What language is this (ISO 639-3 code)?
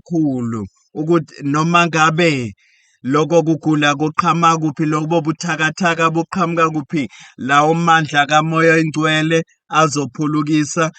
zul